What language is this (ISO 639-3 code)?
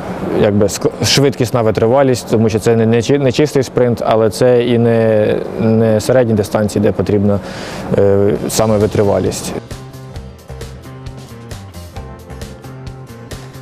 ukr